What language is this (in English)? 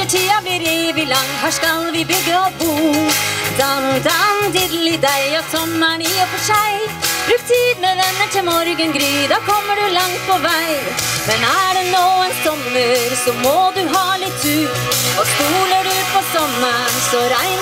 Norwegian